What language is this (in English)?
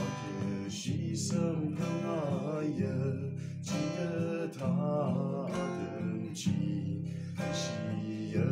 Tangkhul Naga (India)